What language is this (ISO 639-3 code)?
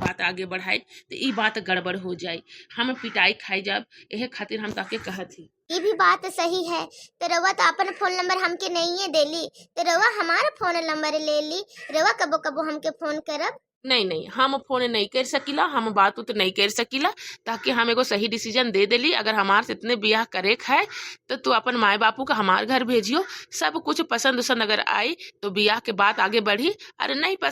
bho